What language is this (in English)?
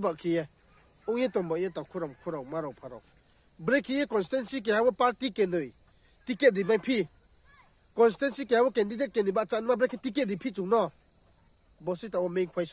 Riang (India)